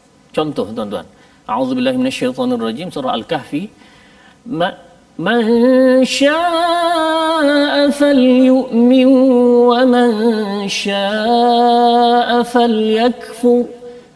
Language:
Malay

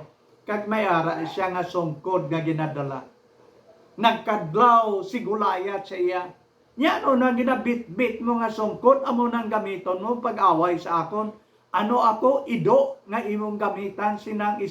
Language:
Hiligaynon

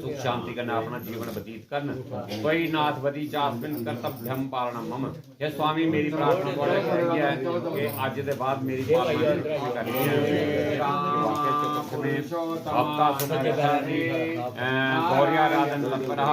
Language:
Dogri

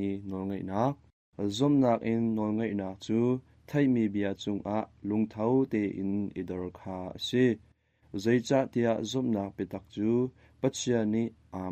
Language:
Hakha Chin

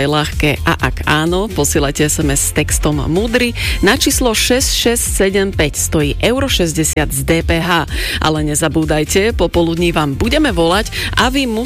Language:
Slovak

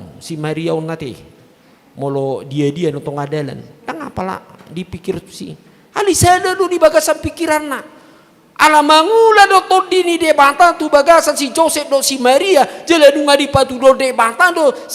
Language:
Batak Toba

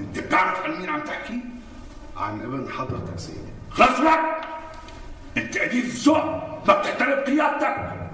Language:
North Levantine Arabic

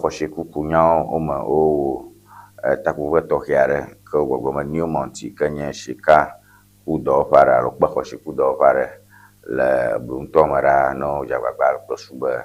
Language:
Ewe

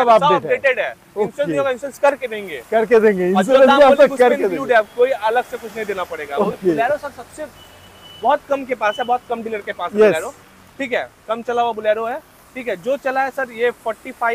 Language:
Hindi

